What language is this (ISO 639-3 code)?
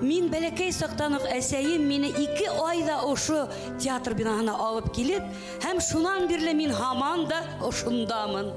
bak